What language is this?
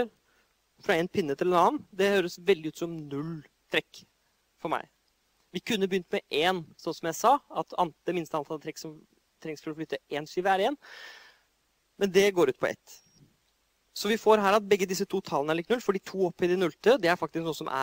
Norwegian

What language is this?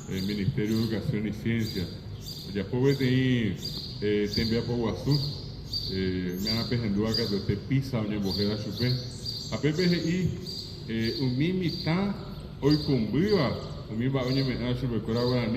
Guarani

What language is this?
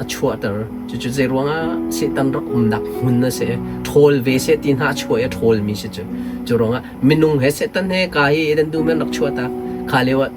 Hakha Chin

